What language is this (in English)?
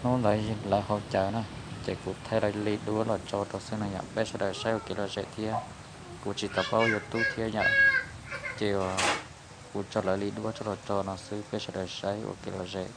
Hmong